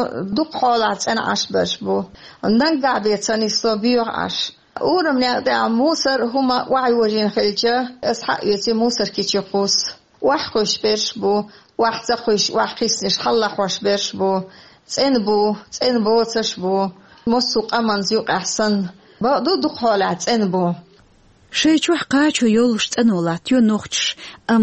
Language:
Chechen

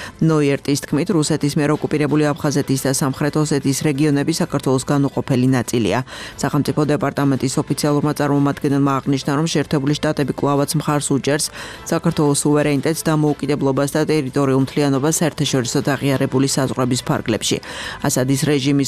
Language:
Georgian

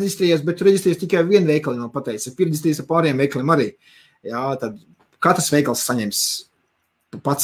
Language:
Latvian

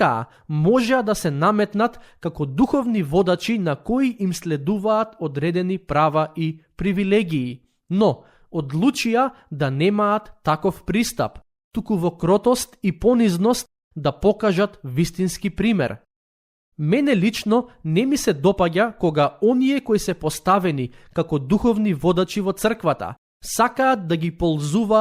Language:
Macedonian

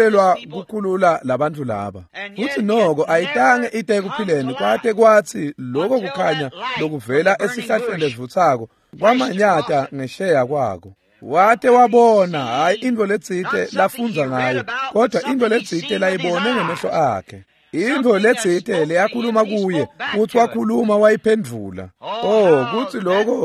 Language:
Swati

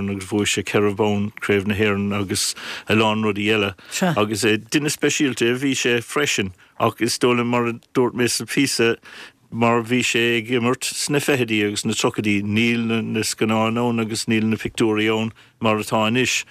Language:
Irish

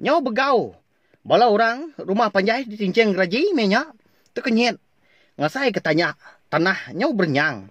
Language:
Iban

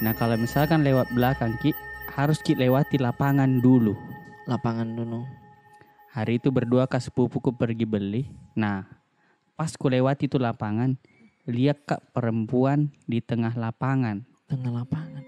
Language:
Makassar Malay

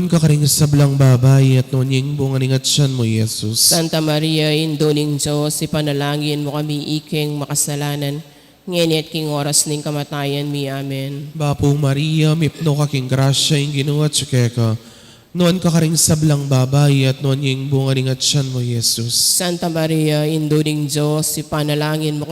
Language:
Pampanga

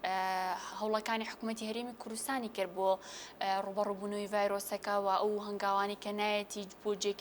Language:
Central Kurdish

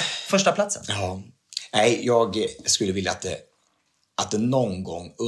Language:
Swedish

